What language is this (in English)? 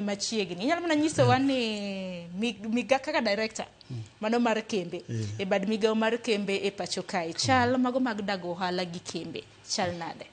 Luo (Kenya and Tanzania)